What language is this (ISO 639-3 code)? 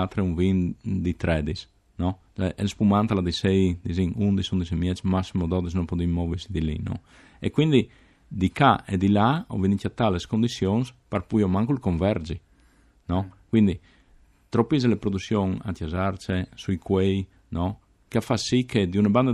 fur